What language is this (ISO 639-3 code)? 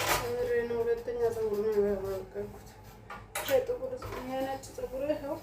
amh